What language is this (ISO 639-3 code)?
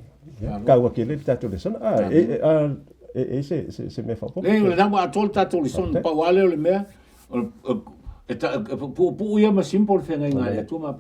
smo